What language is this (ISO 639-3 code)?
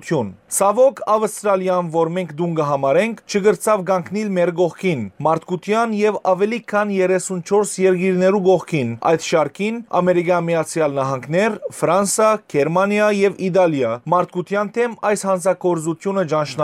hyw